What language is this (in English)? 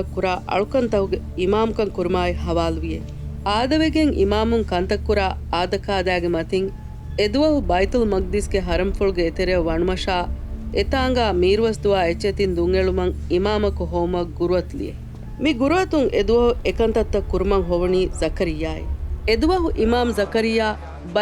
Divehi